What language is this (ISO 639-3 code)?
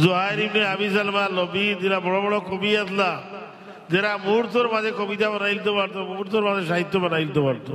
syl